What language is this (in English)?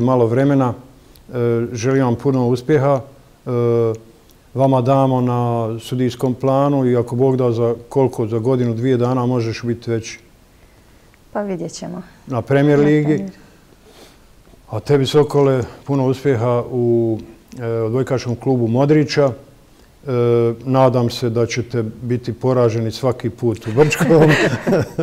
Bosnian